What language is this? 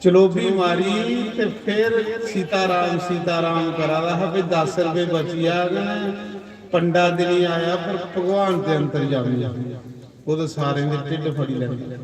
Dogri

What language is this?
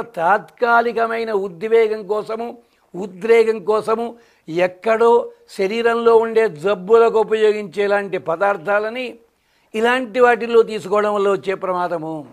Telugu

